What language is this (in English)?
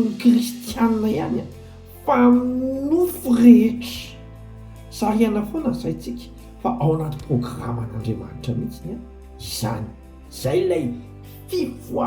Malagasy